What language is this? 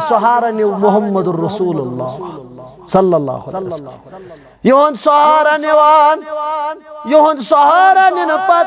Kashmiri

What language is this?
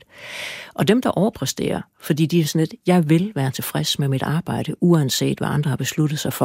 Danish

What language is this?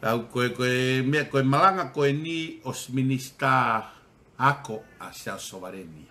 Tongan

